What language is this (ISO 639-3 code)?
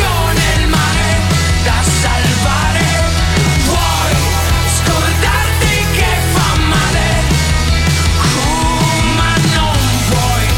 ita